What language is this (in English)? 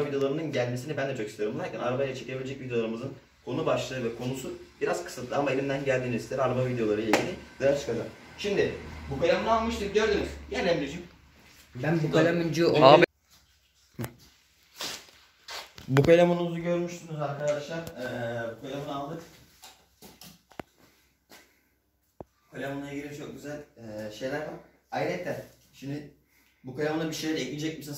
Turkish